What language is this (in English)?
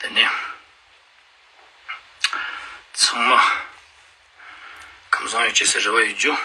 Ladakhi